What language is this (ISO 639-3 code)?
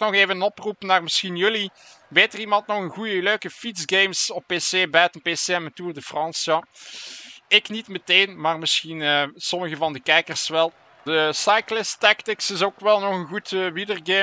nld